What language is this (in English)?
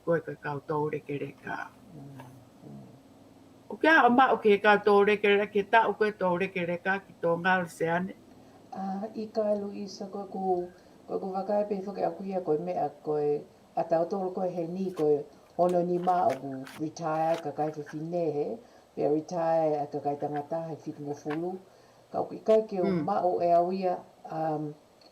Tongan